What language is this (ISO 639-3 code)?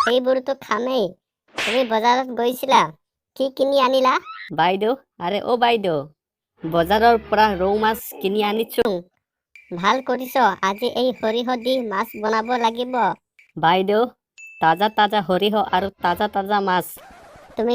asm